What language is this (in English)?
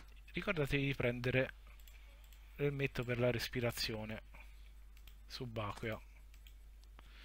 Italian